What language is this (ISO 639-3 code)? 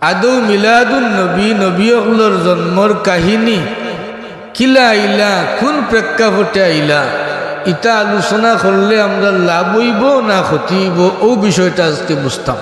syl